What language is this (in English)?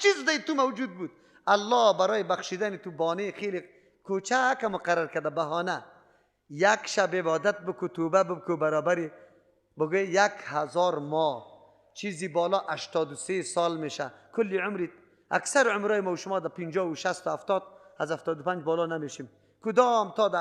Persian